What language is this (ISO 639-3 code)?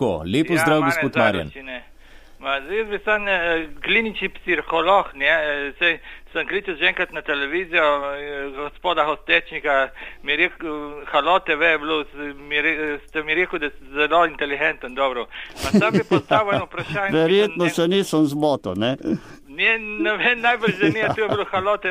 slv